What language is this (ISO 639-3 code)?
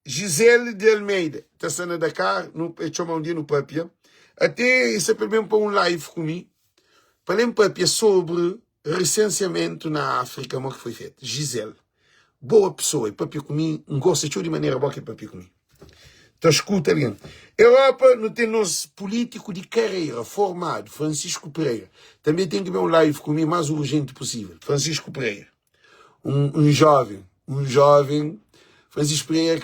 kea